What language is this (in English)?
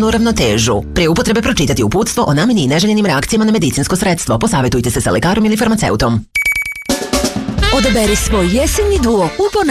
Serbian